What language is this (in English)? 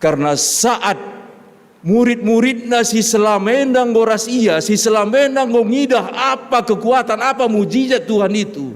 Batak Karo